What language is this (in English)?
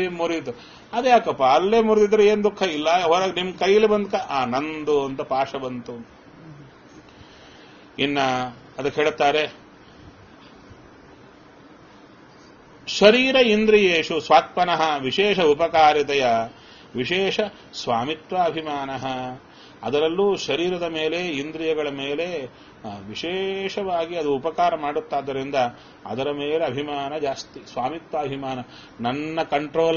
Kannada